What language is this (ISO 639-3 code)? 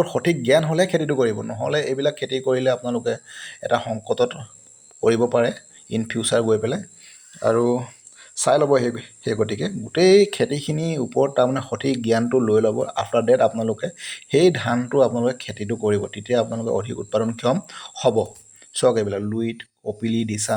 asm